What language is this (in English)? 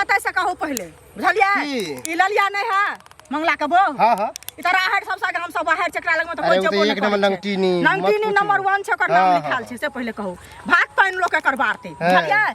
Maithili